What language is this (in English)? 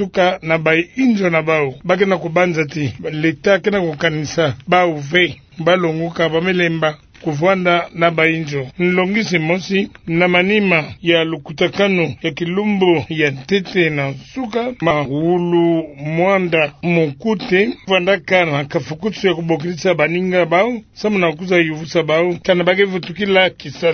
Kituba (Democratic Republic of Congo)